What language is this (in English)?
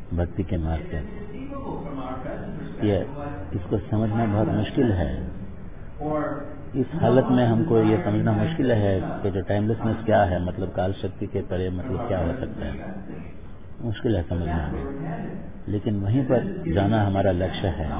Hindi